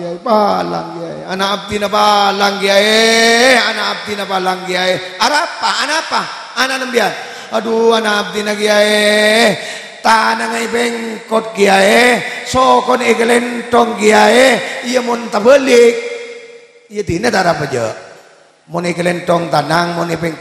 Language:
Madurese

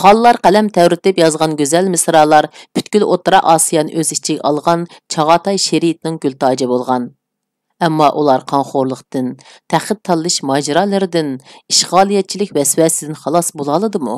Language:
Uyghur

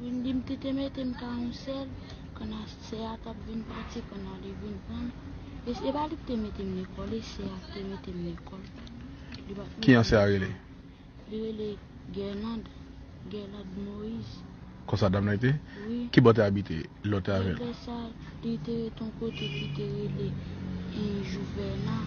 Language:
Haitian Creole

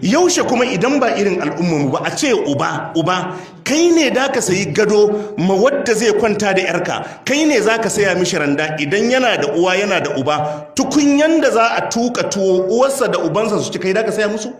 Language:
Hausa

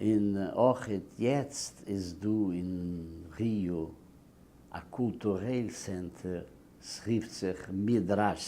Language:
Yiddish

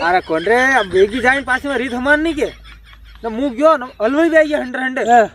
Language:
Rajasthani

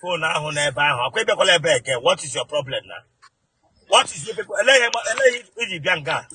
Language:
Igbo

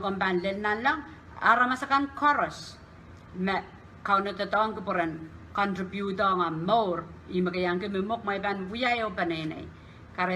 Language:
Pohnpeian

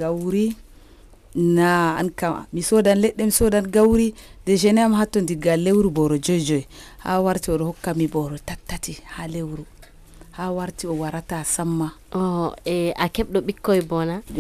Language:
Nigerian Fulfulde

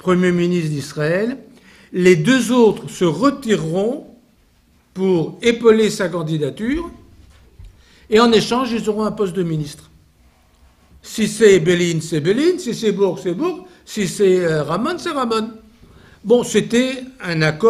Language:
French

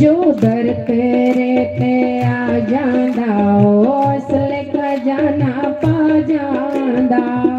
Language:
Dogri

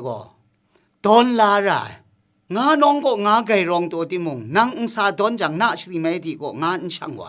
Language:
Kachin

